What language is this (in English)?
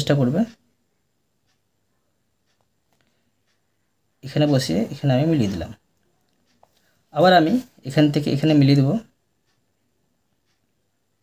Bangla